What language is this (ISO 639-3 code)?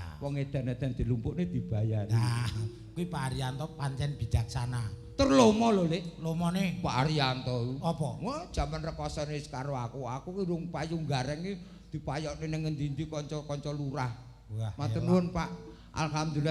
jav